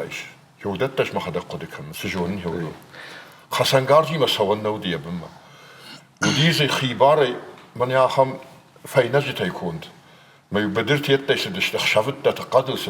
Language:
Ossetic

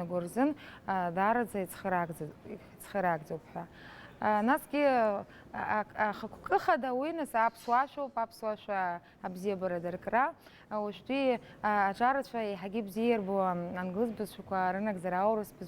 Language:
Abkhazian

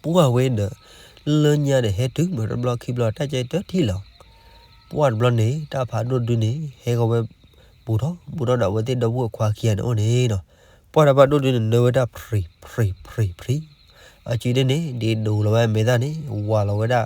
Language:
S'gaw Karen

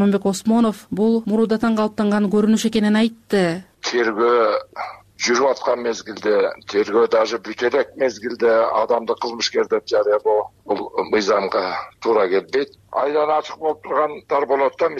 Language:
Kyrgyz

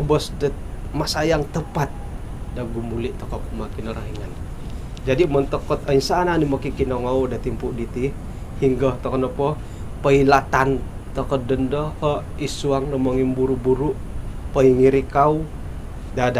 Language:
Central Dusun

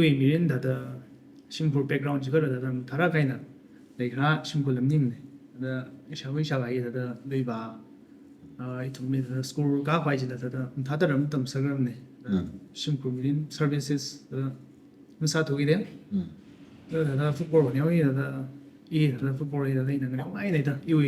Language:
Tangkhul Naga (India)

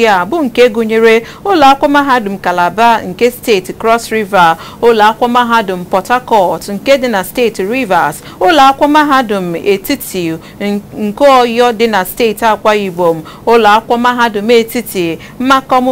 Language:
Igbo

